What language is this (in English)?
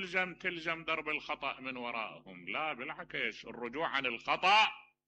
Mesopotamian Arabic